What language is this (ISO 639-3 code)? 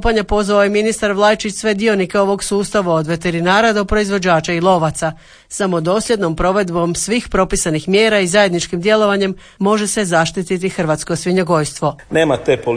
hrv